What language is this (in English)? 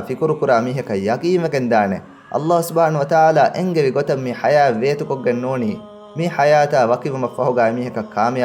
Divehi